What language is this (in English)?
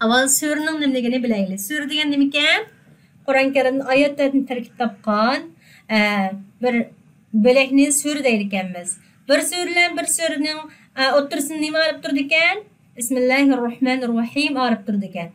Uyghur